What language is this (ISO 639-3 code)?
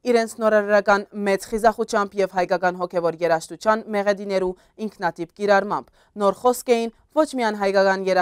hyw